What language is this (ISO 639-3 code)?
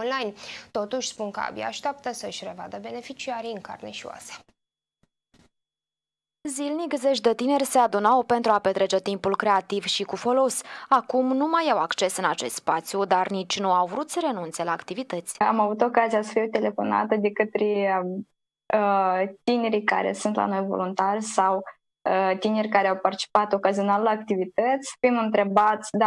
ron